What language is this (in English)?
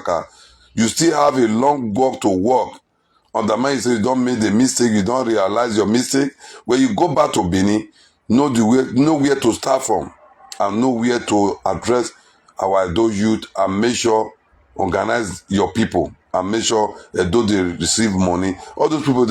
Nigerian Pidgin